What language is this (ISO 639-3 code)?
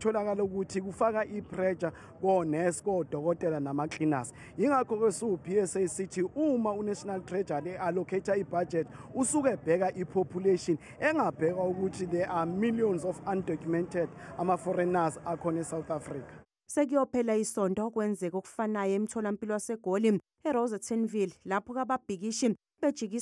zul